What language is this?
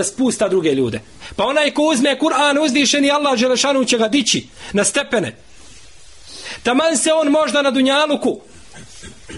Bosnian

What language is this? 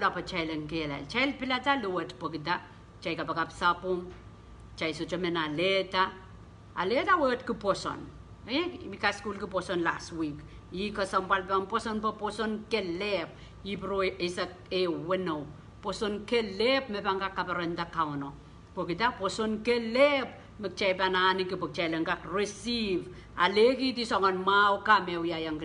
Pohnpeian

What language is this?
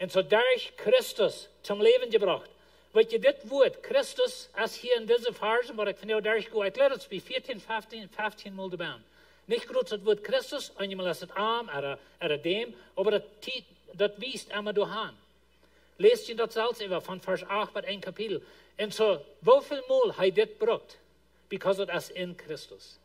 Plautdietsch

